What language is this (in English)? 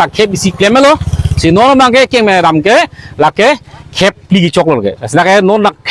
Karbi